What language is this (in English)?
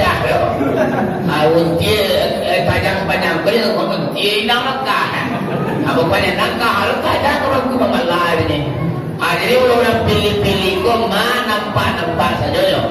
Minangkabau